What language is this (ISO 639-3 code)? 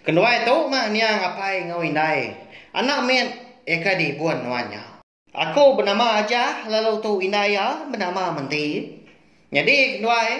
iba